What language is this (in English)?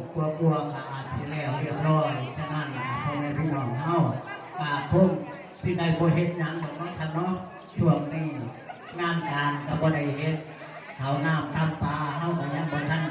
Lao